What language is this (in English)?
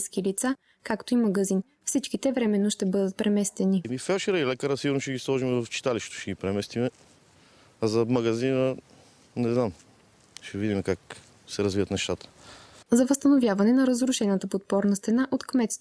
Bulgarian